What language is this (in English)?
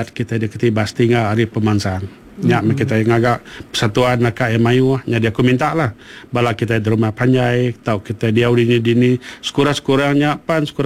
Iban